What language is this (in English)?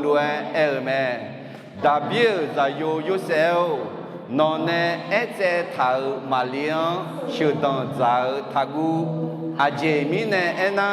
Akha